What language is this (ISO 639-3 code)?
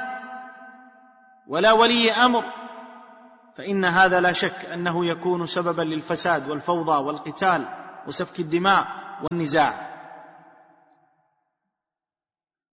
ara